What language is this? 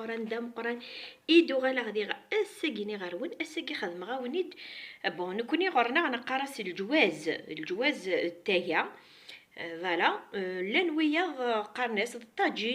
Kabyle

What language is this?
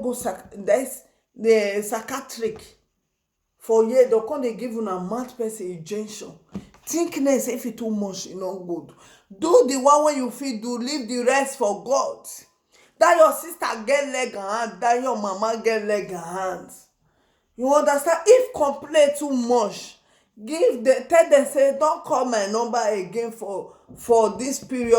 Nigerian Pidgin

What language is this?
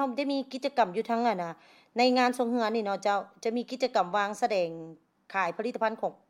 Lao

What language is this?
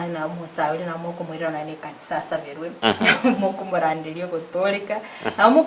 Gusii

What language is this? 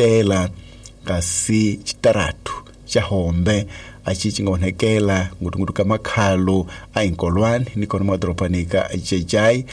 Tsonga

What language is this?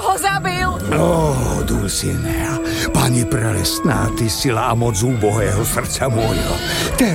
Slovak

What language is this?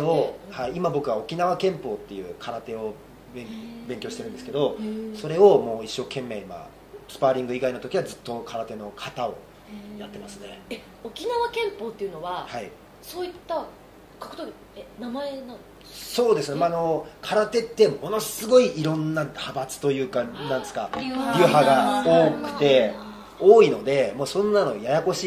Japanese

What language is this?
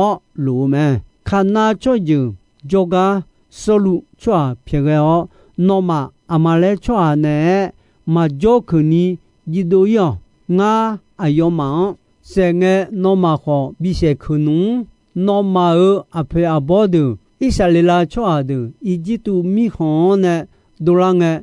Akha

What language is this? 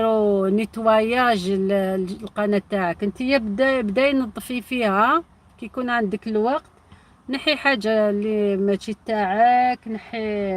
Algerian Arabic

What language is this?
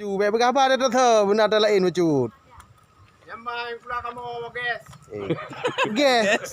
Achinese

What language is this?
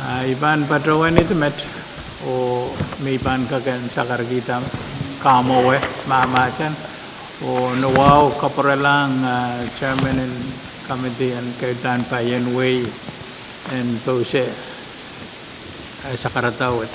Pohnpeian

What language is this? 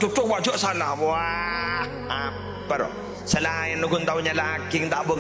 Madurese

